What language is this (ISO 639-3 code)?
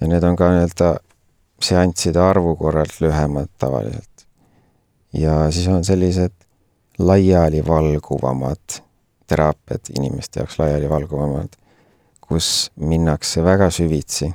est